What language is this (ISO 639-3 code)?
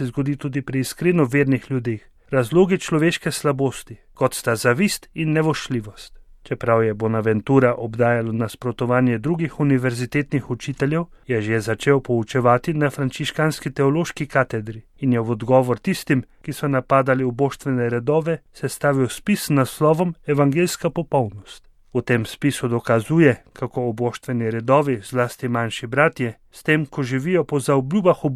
slv